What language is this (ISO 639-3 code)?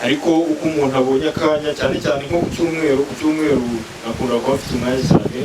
kin